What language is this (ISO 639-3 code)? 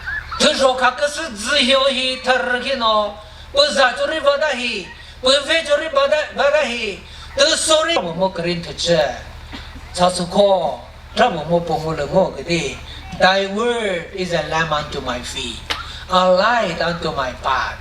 nri